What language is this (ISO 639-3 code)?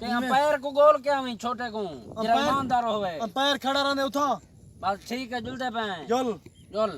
skr